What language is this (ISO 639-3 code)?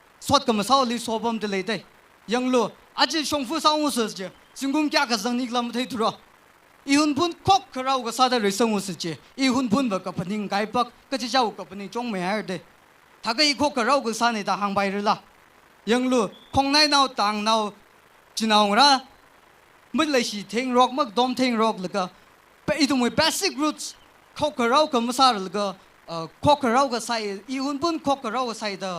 nmf